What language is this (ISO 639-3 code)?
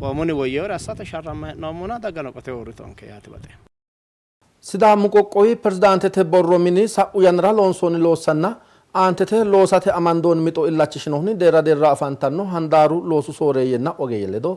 sid